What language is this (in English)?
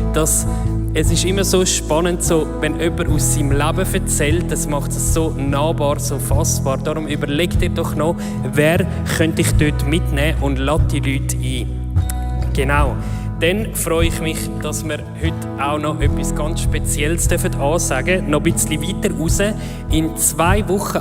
Swiss German